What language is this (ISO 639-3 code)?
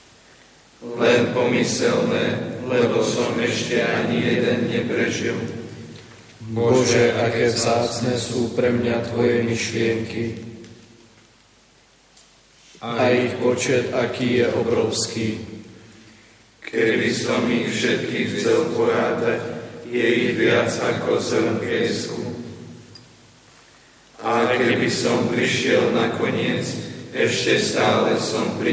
slk